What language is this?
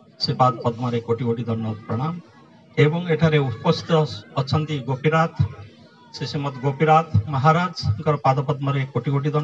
Odia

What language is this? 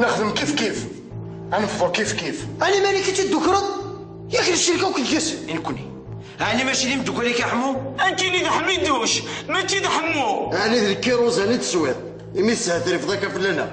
Kabyle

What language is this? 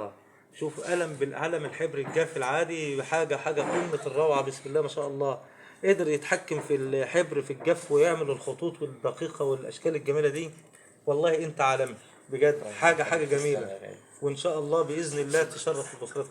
Egyptian Arabic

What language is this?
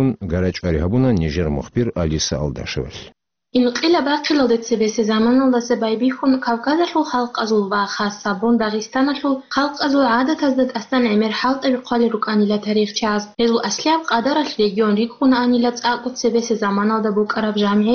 Avaric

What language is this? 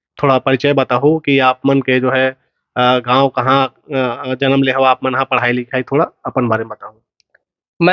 Chhattisgarhi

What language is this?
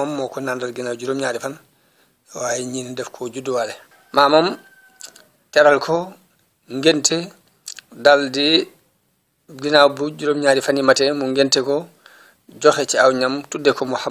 Wolof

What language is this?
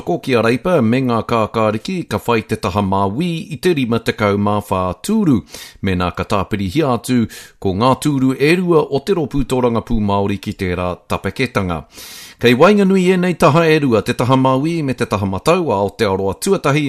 Māori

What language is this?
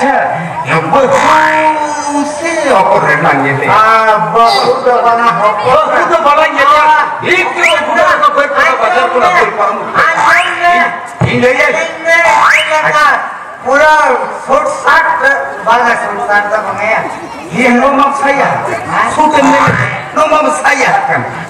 Santali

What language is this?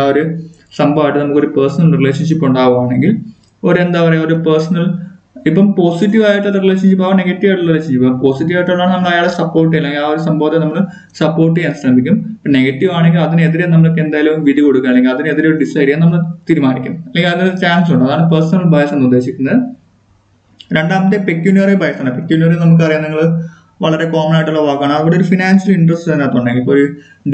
Malayalam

